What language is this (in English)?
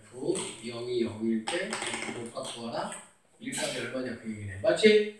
Korean